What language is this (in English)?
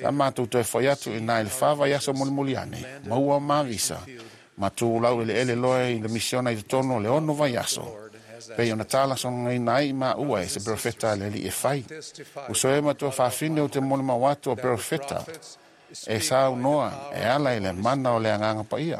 Samoan